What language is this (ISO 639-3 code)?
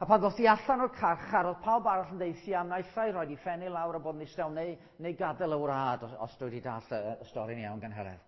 cym